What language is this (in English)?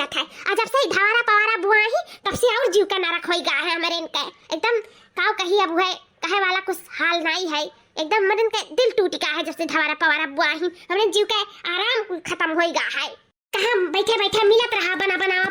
Awadhi